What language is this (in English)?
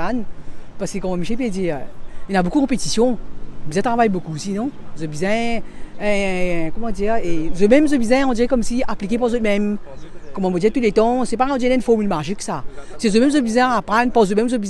Morisyen